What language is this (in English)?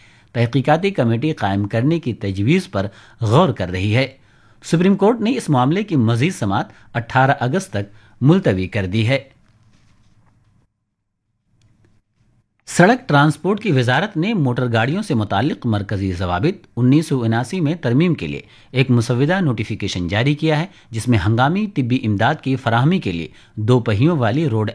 Urdu